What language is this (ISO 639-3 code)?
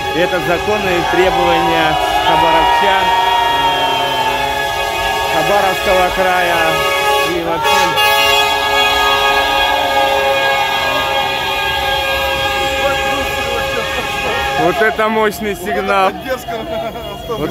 rus